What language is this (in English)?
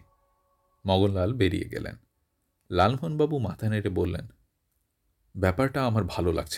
Bangla